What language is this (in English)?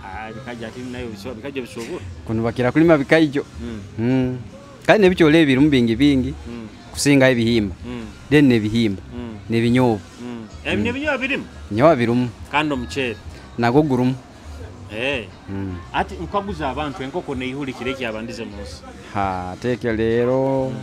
Tooro